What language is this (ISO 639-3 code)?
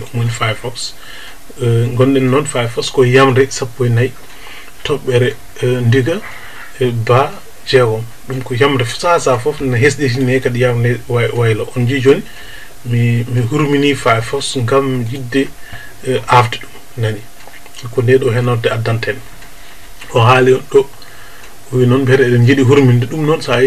ful